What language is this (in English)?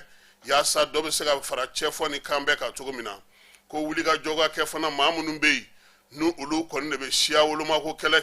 Bambara